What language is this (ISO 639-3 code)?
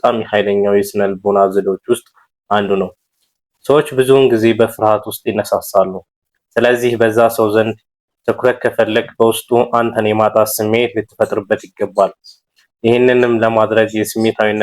amh